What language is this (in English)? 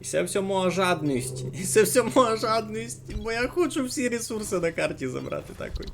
Rusyn